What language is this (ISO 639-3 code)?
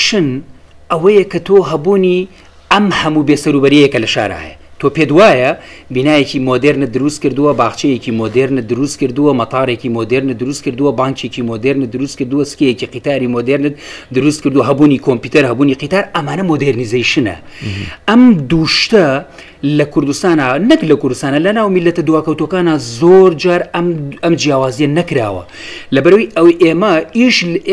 ckb